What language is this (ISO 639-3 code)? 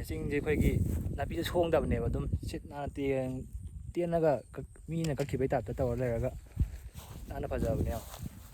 mni